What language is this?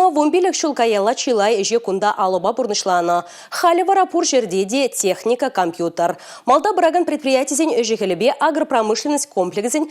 Chuvash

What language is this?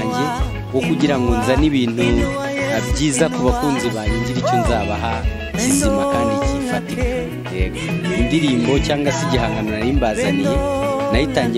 Kinyarwanda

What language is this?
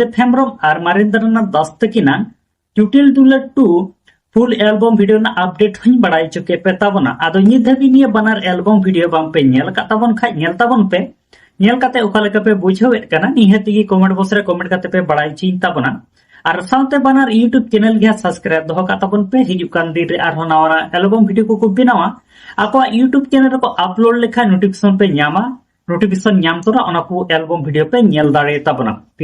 Santali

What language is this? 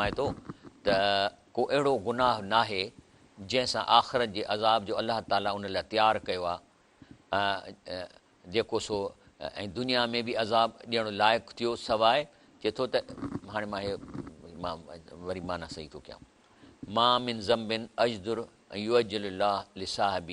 Sindhi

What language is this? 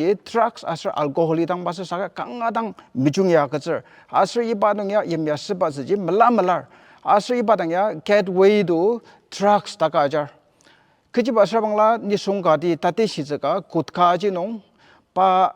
Ao Naga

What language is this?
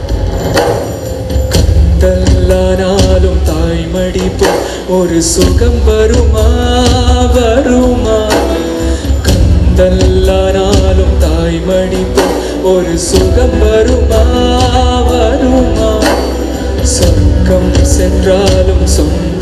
Tamil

